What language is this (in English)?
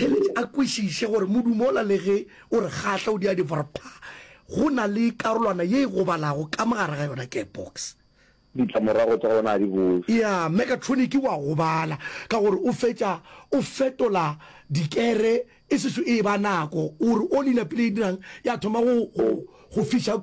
Northern Sotho